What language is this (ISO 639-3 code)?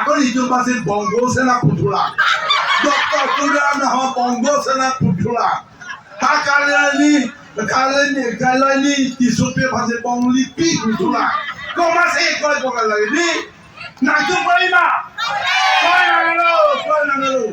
mjw